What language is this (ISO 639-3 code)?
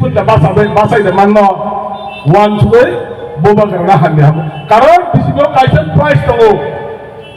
trp